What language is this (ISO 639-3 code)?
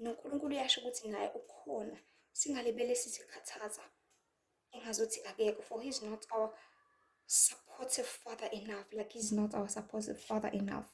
zul